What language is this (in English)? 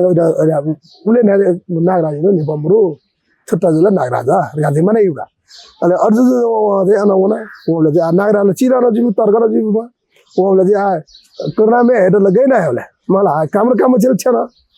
Newari